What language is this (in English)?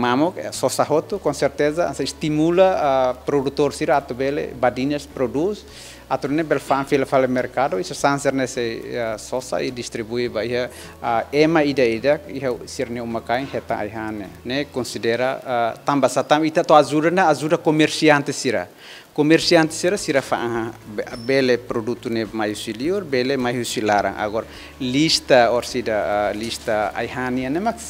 Tetum